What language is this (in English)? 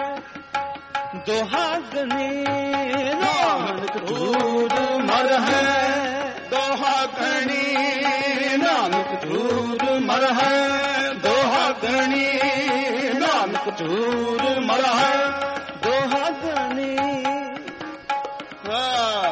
Punjabi